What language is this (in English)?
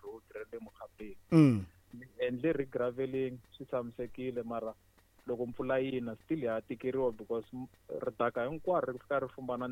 Tsonga